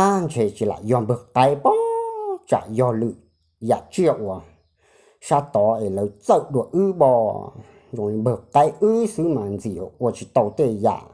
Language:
Hmong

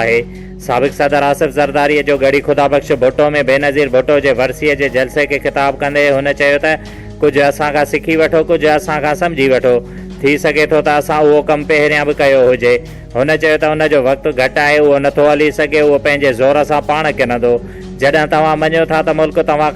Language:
Sindhi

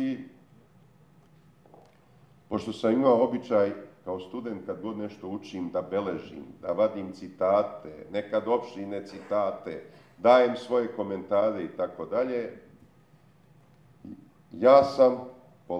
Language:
Serbian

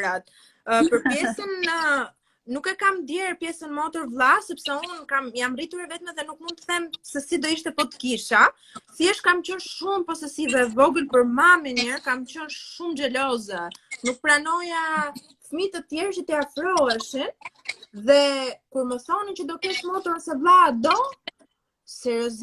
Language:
Albanian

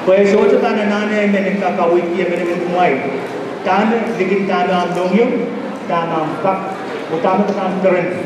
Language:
Pohnpeian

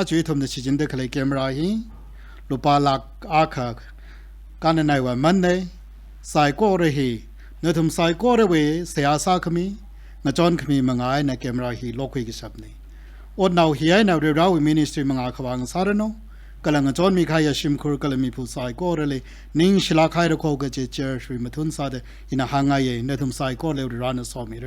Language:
Tangkhul Naga (India)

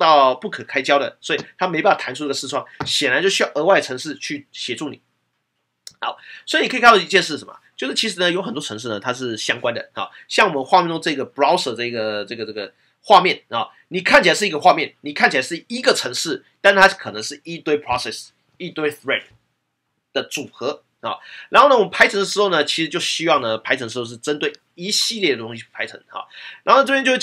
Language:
Chinese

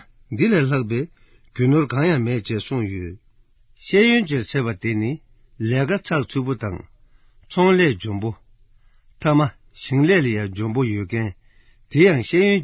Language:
Tibetan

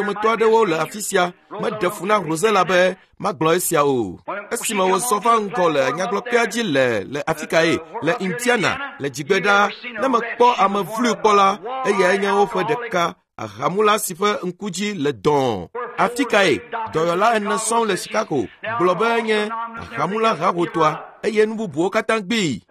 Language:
Ewe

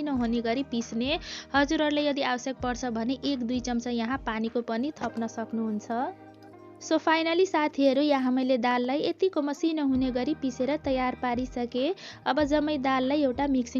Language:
Nepali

